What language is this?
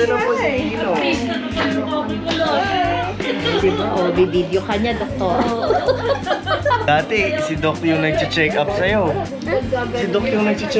Filipino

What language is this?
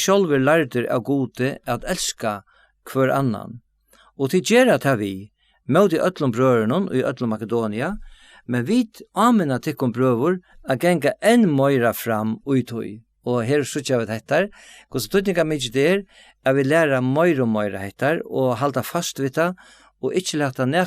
Faroese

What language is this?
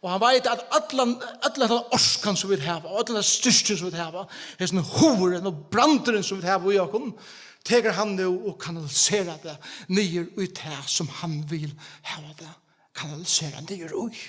Faroese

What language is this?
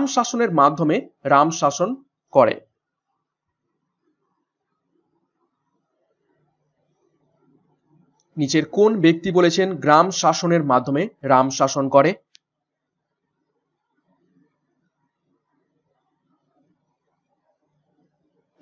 Bangla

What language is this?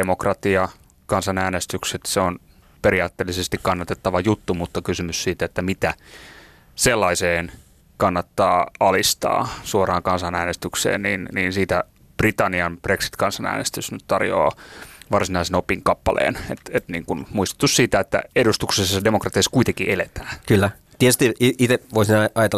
Finnish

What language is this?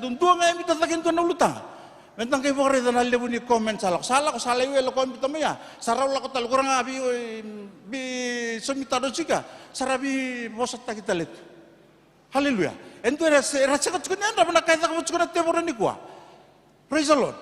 Fijian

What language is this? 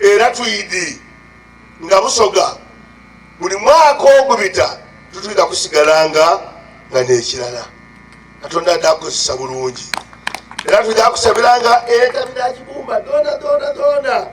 Soga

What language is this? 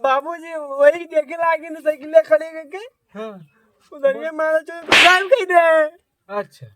Awadhi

